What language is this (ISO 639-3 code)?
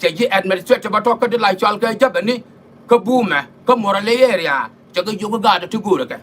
nus